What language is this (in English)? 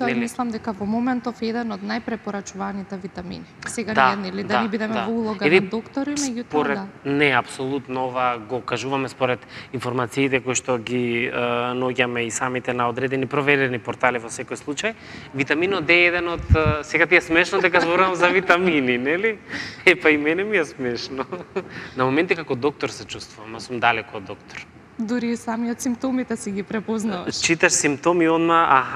Macedonian